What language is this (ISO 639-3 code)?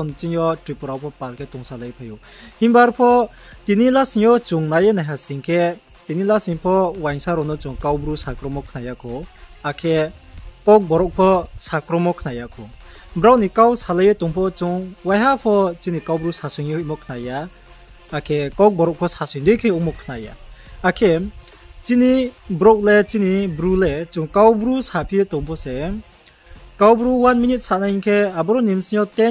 ria